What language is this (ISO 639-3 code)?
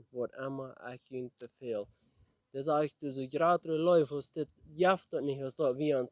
pdt